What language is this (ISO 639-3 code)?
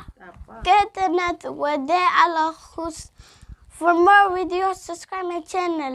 tir